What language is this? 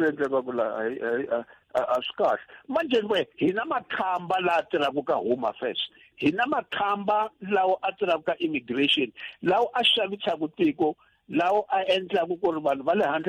Tsonga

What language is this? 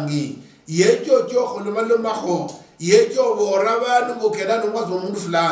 Luyia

